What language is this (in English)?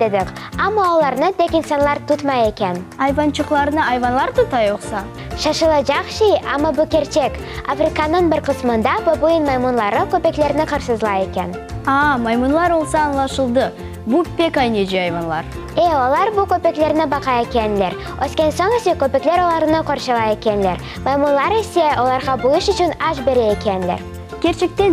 Crimean Tatar